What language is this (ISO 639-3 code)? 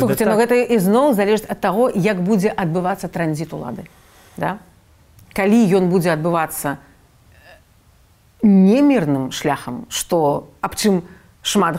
bel